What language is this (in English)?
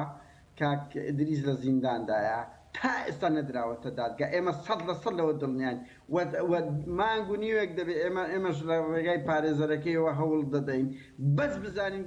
Central Kurdish